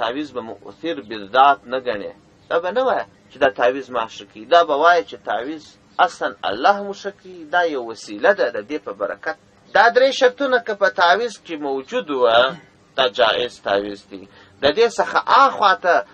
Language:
Pashto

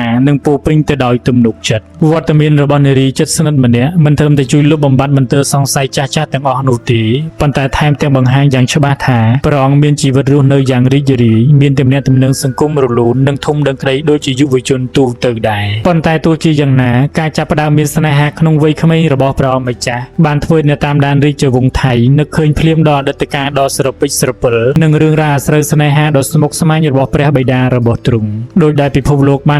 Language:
Khmer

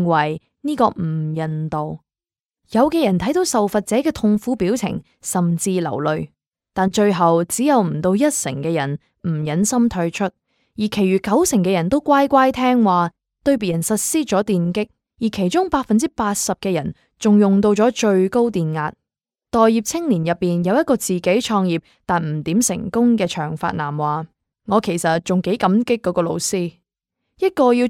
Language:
Cantonese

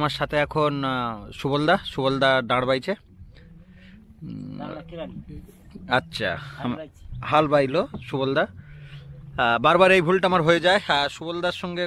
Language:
Bangla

